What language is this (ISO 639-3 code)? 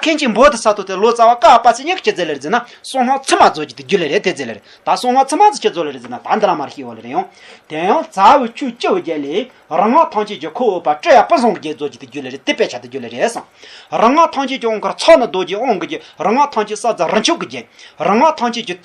bod